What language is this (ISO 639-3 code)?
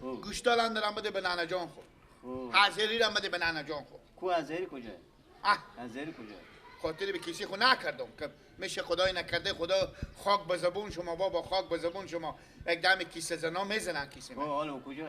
fas